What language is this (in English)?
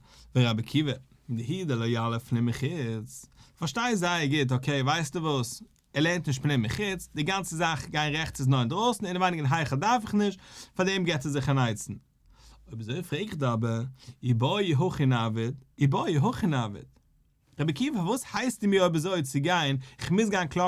Yiddish